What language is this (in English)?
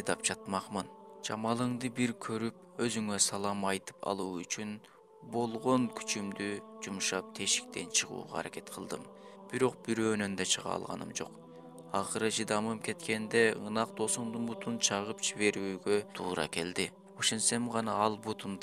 Kyrgyz